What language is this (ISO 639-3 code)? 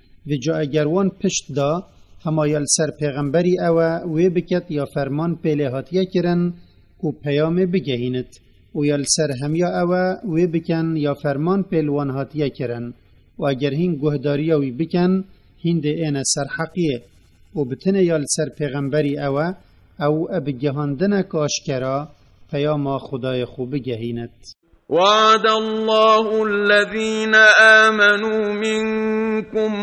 kur